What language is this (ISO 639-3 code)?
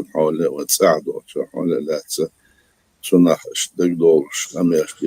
che